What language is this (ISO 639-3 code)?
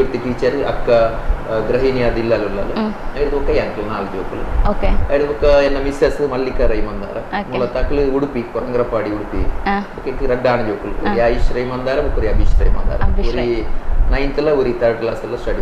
tcy